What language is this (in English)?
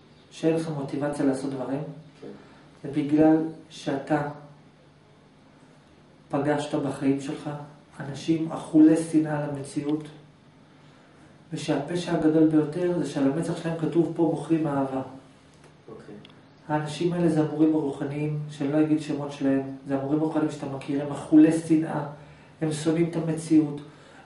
Hebrew